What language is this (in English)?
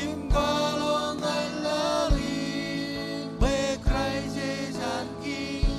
Marshallese